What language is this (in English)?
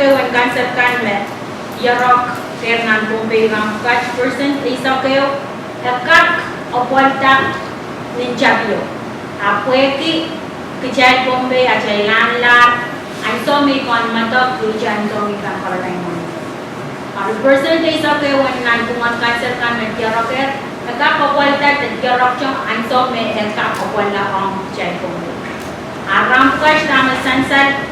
Pohnpeian